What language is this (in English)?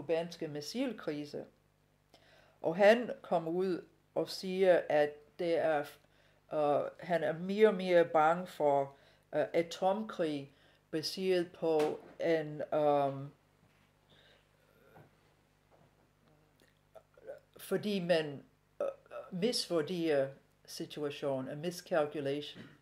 Danish